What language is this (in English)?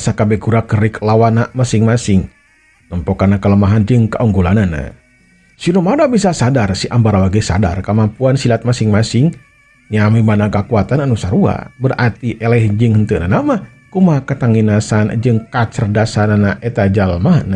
Sundanese